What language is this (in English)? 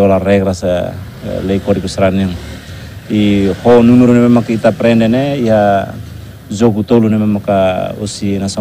Tetum